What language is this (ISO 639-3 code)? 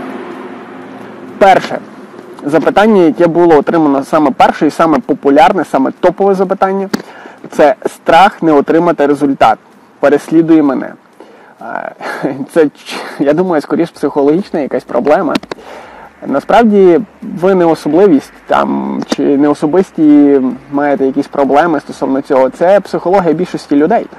ukr